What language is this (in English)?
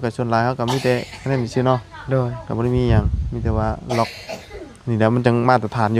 Lao